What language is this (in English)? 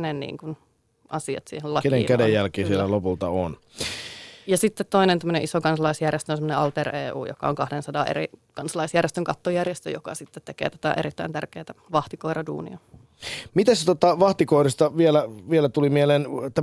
Finnish